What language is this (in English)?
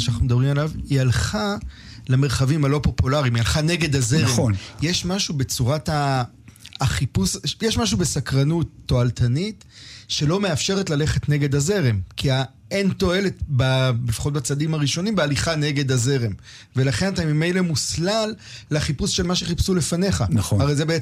Hebrew